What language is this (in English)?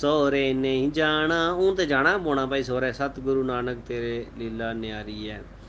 Dogri